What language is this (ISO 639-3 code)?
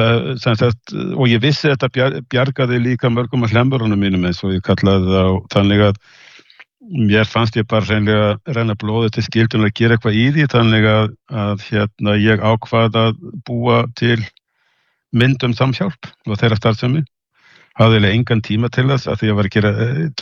isl